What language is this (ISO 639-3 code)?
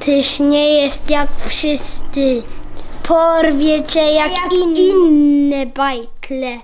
szl